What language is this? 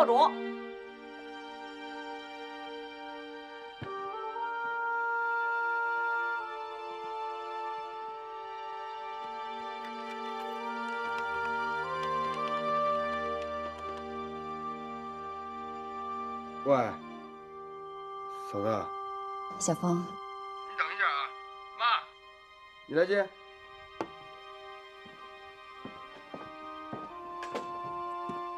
Chinese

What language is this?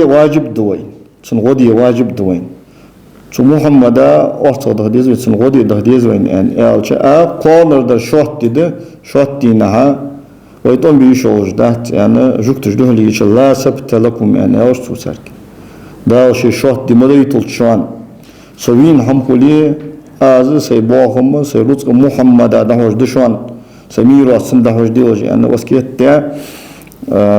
Ingush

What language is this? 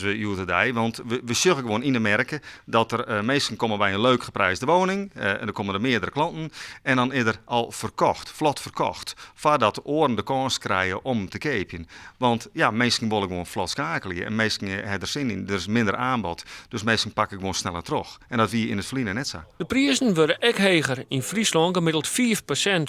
Western Frisian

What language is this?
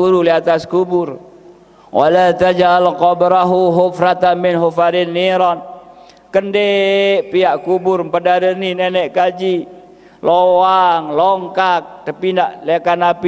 Sasak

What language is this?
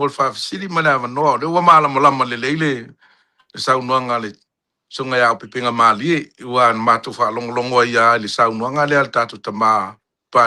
Samoan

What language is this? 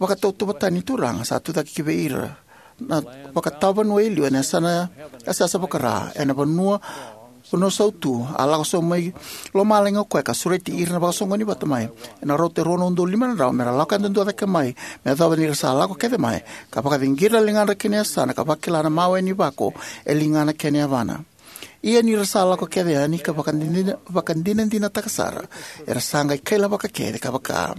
Fijian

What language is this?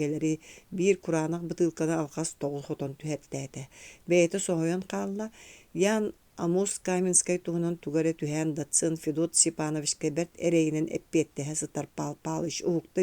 Yakut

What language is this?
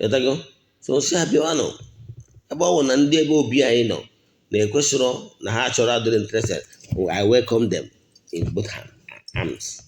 Igbo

